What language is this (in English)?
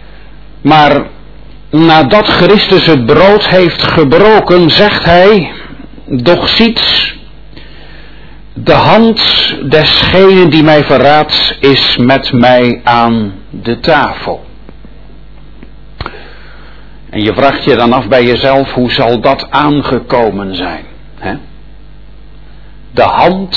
Dutch